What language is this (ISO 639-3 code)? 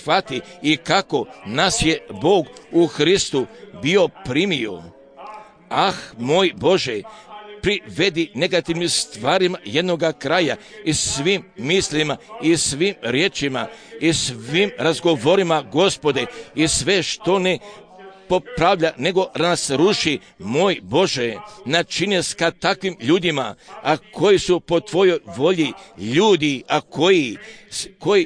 hrv